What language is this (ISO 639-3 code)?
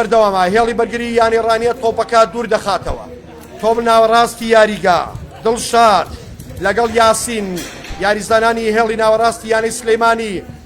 ckb